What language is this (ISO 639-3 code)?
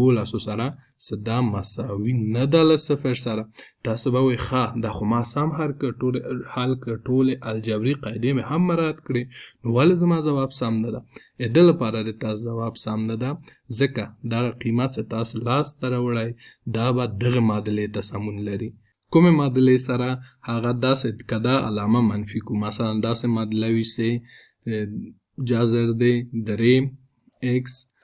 pus